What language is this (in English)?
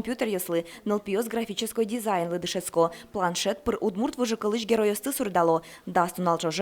Udmurt